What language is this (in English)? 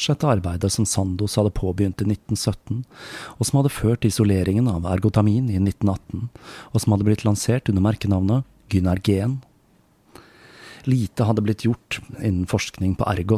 Norwegian